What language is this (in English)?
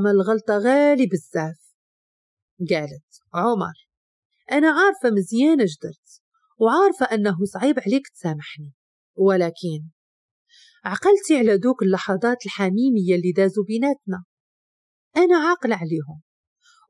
Moroccan Arabic